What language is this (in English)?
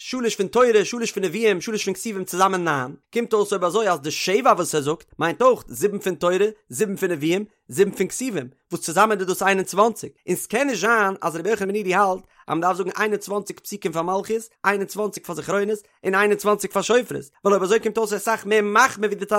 Yiddish